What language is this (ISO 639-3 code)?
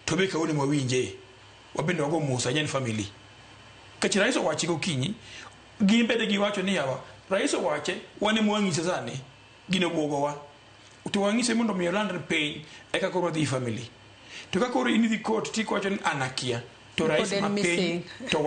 luo